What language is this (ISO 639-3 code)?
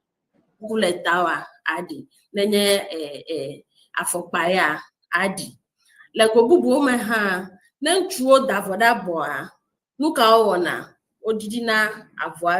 ewe